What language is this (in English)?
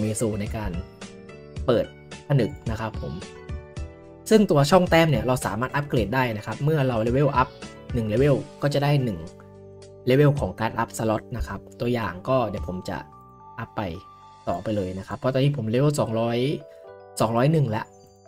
Thai